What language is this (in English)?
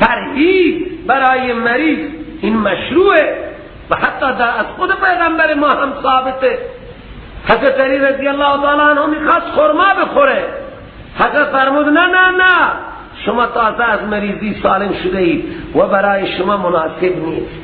Persian